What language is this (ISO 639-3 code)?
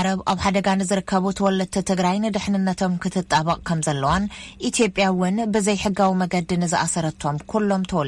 tir